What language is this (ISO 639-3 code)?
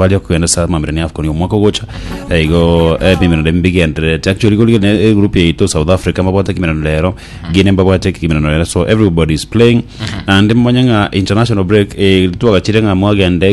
guz